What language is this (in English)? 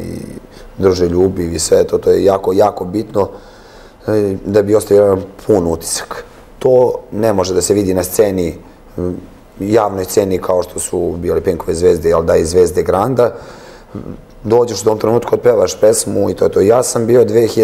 Serbian